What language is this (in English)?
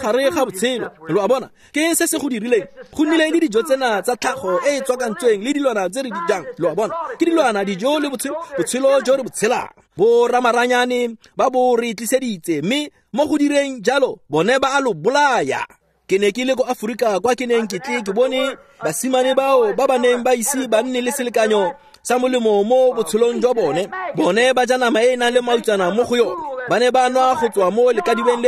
Tswana